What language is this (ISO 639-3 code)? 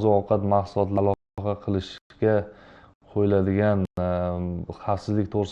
uzb